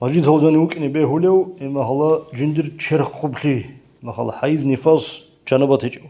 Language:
Avaric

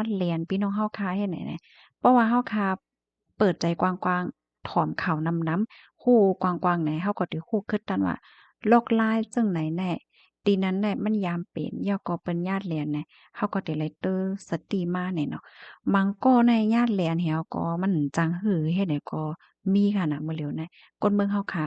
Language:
Shan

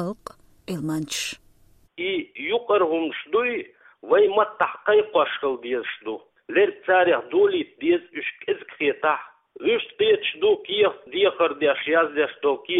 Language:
Chechen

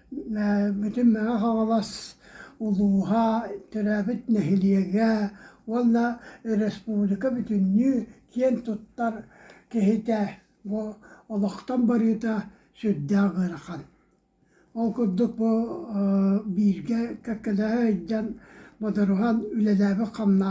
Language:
Yakut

